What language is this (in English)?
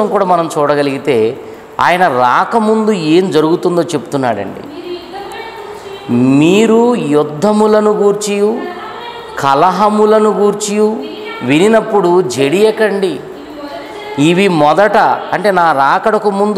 Telugu